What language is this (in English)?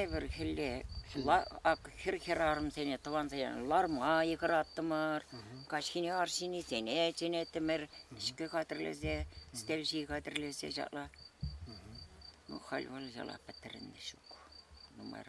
Chuvash